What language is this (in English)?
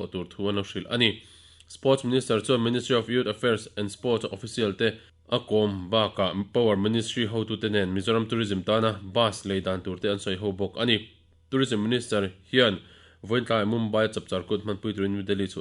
Mizo